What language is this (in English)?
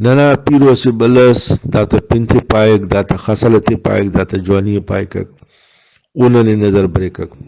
Brahui